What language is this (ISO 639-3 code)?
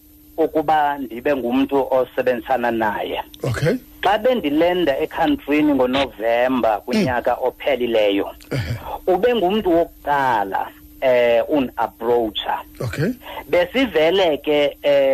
xho